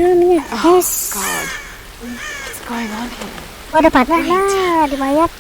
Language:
Banjar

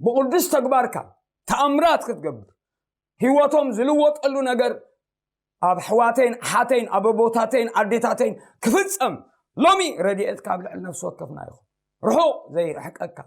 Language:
Tigrinya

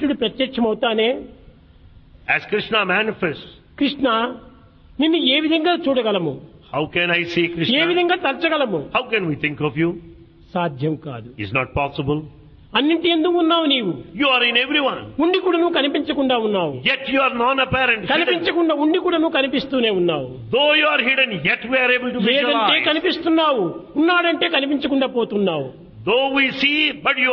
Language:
Telugu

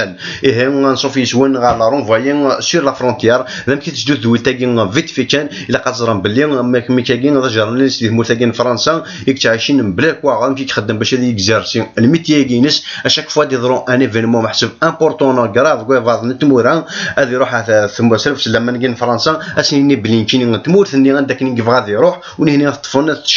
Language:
Kabyle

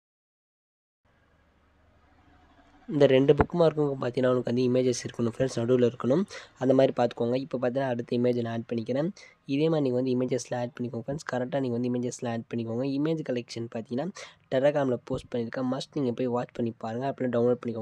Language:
Tamil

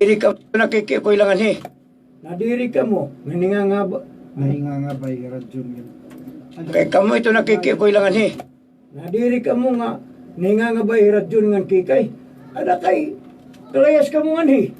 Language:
Waray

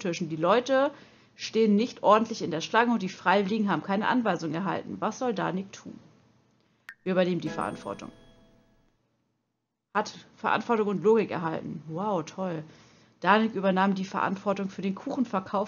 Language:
German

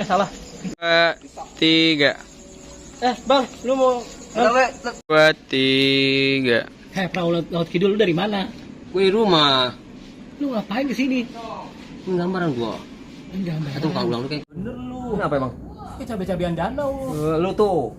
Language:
Betawi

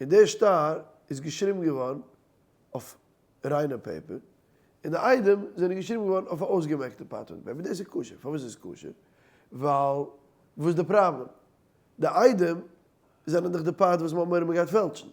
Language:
Yiddish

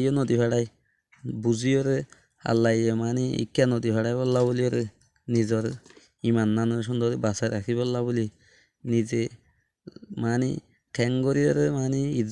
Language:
Rohingya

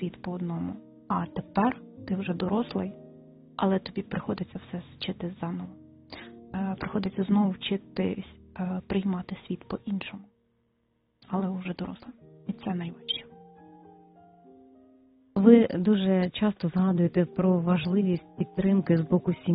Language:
Ukrainian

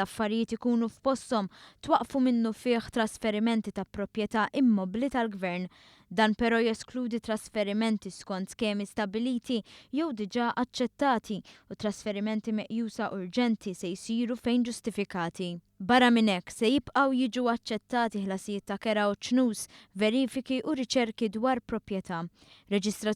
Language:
Maltese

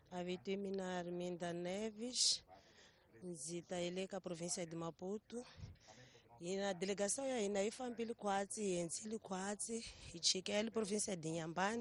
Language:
Tsonga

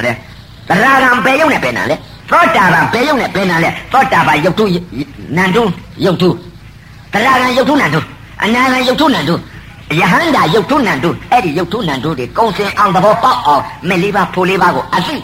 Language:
Burmese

